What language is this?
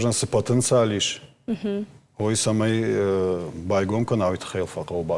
Ossetic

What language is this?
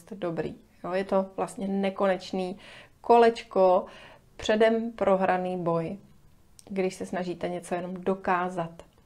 Czech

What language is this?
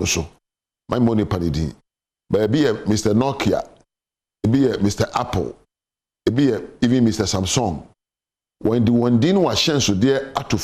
Akan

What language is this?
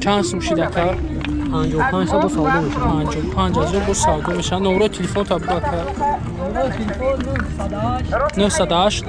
Tajik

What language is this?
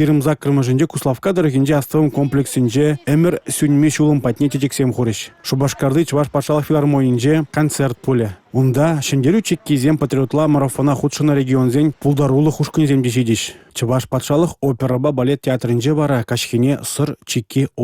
Chuvash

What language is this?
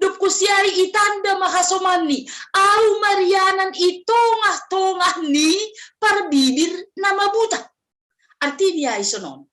Batak Simalungun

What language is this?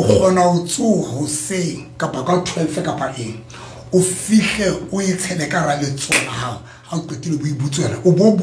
Southern Sotho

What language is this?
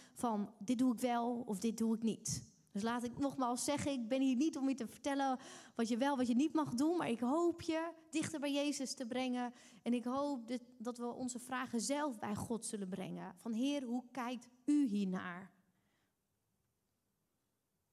Dutch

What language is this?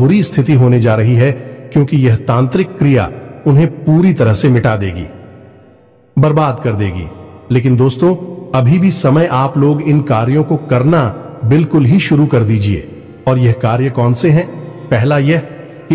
Hindi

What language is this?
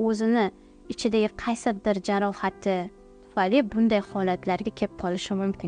Uzbek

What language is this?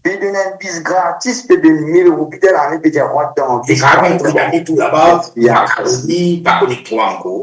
Morisyen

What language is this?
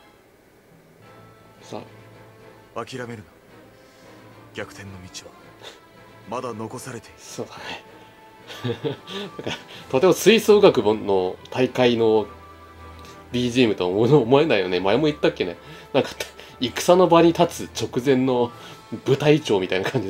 Japanese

